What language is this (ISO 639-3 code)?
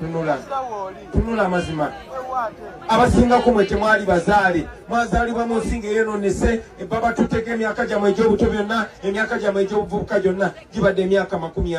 lug